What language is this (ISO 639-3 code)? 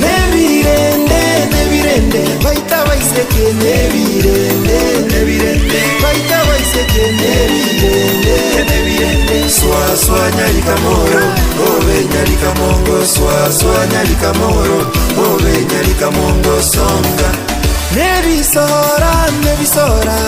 guz